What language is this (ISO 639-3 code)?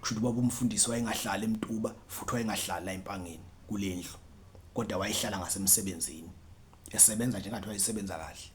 zul